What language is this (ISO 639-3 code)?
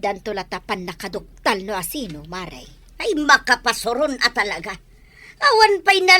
ilo